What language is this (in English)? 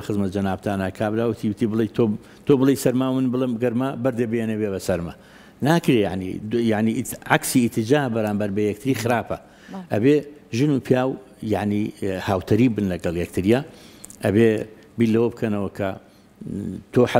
Central Kurdish